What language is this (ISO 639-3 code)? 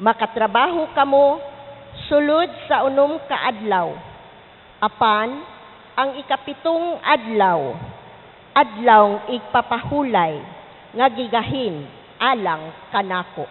ceb